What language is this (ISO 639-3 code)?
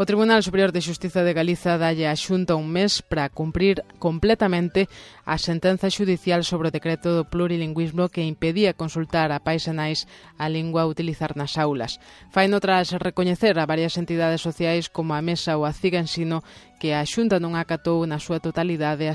glg